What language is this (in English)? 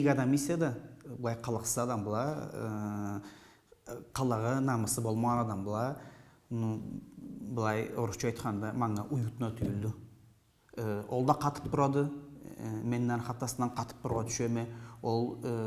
Karachay-Balkar